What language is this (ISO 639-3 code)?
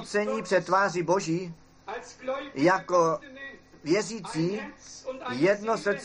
ces